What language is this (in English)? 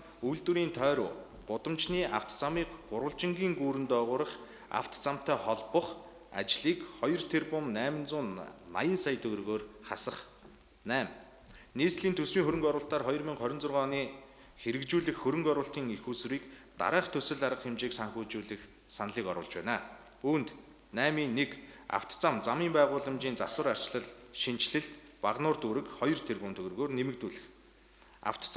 Mongolian